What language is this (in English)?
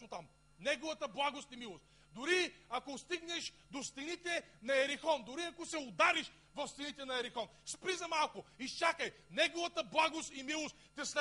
Bulgarian